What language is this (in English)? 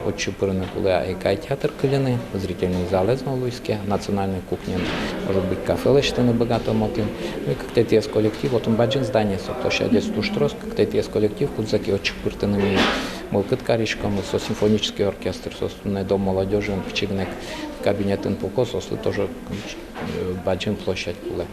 Udmurt